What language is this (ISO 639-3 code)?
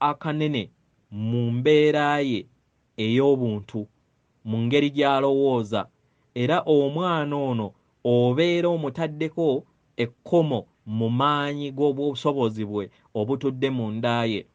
lug